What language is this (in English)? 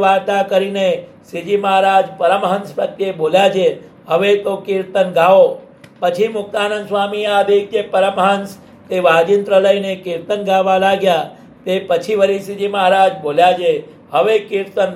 Gujarati